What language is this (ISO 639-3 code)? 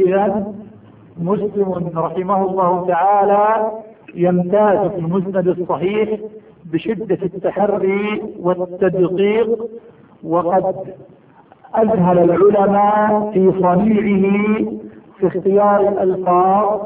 ara